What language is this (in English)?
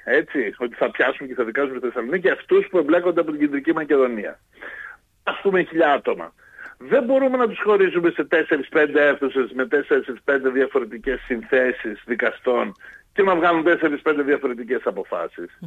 Greek